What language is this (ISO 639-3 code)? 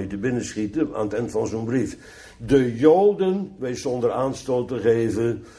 nld